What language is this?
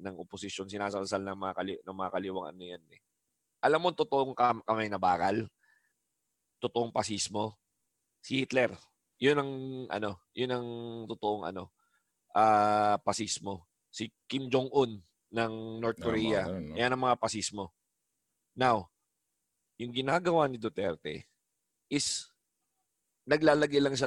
Filipino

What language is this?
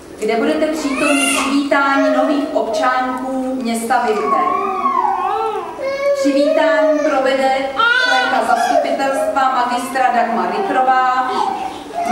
Czech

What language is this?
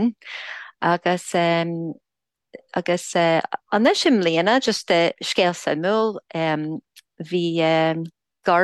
Irish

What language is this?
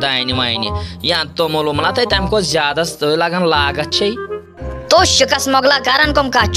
Kashmiri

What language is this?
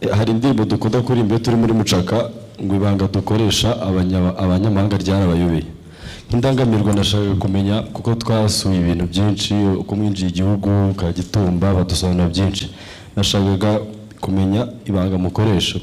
Kinyarwanda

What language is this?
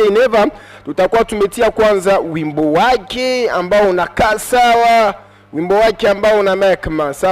Swahili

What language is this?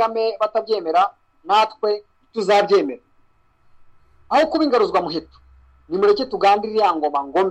Kinyarwanda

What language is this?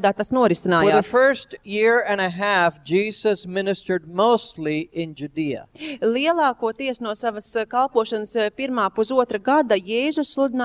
Latvian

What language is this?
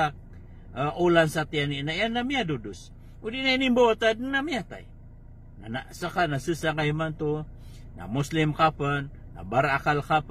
Maranao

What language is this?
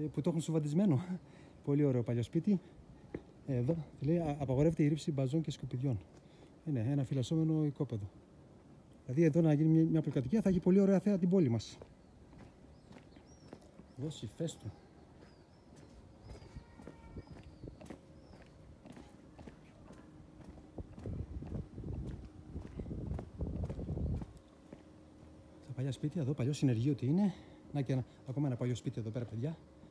Greek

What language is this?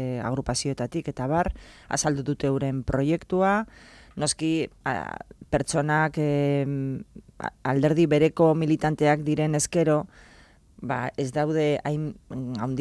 Basque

